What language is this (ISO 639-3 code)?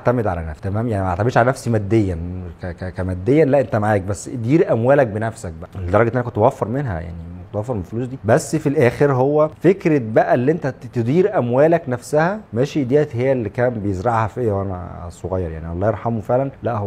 arz